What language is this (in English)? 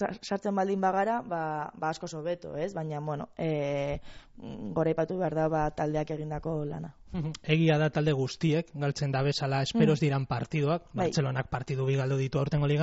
Basque